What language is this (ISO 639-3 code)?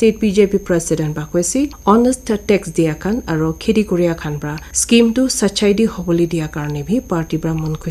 nag